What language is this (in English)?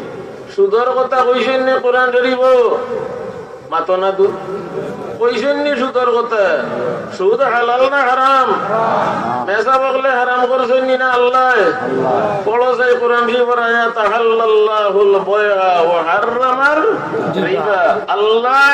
Sylheti